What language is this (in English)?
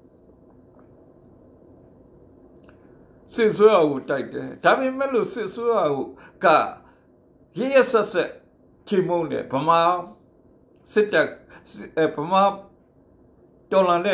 Burmese